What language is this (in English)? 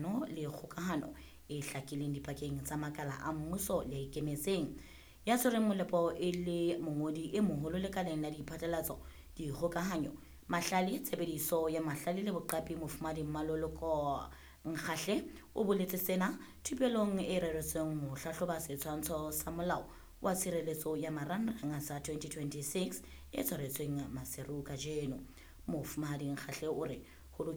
Southern Sotho